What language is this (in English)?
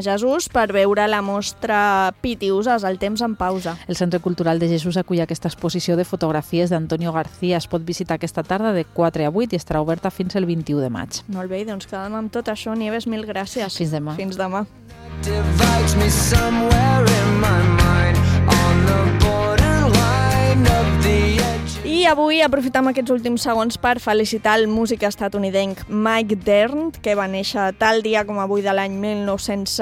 Catalan